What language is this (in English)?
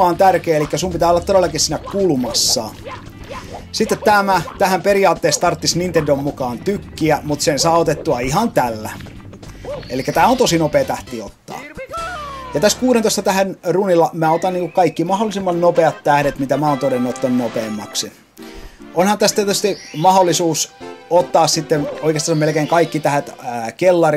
Finnish